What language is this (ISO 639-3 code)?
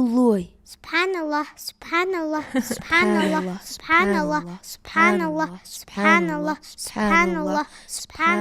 inh